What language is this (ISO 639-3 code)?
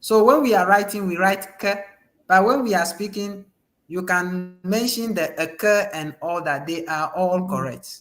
ewe